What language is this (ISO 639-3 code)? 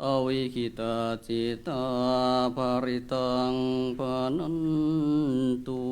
pli